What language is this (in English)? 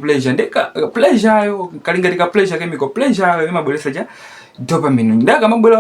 Nyanja